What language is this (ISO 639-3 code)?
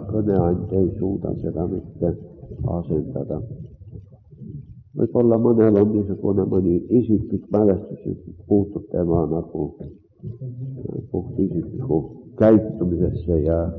est